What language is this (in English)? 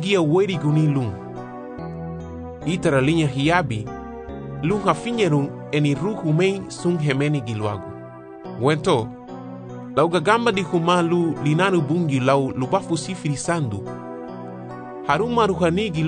Garifuna